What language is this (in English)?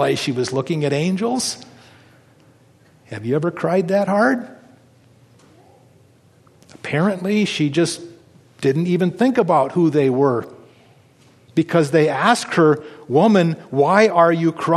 English